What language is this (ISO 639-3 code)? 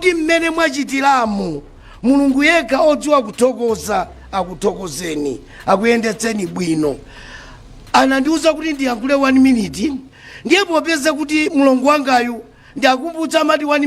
nya